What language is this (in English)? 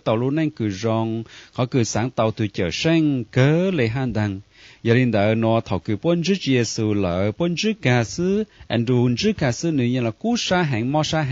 Hmong